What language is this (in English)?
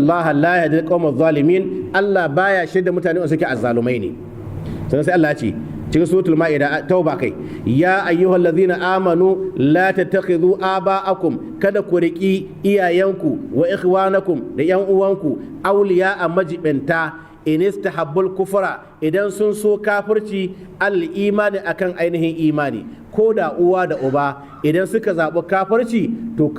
Hausa